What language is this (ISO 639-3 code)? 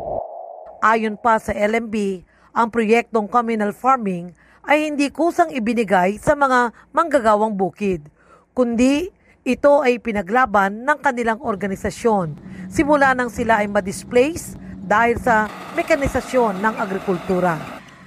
fil